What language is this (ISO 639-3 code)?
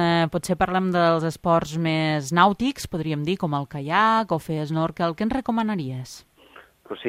cat